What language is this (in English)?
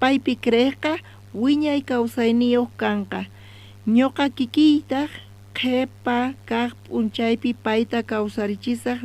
South Bolivian Quechua